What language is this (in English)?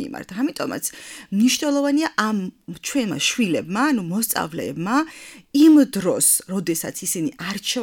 Georgian